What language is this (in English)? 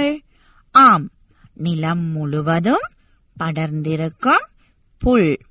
Tamil